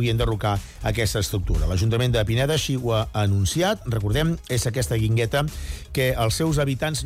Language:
Catalan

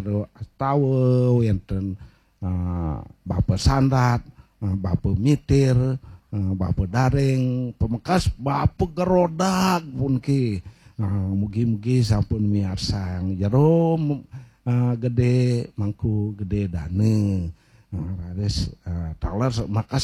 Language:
Balinese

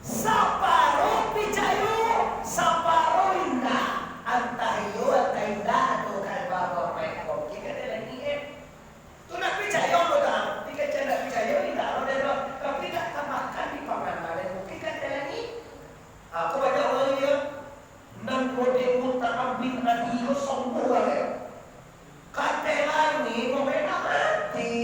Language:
Minangkabau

